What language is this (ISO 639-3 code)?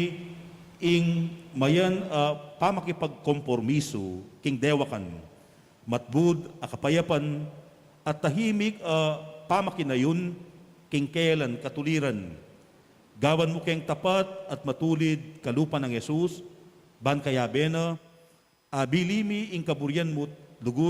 pam